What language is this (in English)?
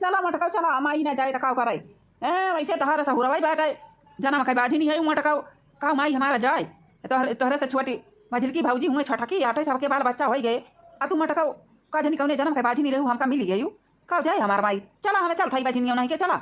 Awadhi